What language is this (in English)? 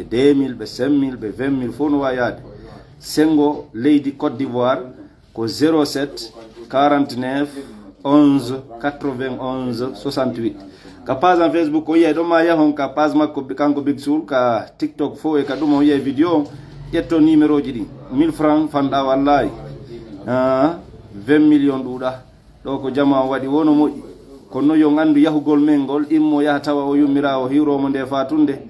Fula